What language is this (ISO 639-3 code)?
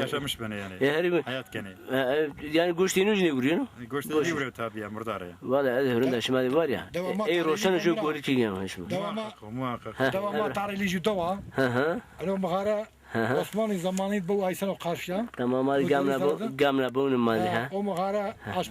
zza